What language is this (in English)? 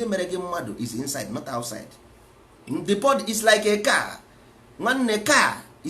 Igbo